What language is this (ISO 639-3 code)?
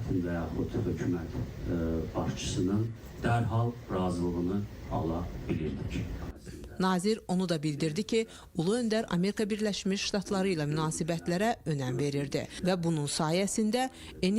aze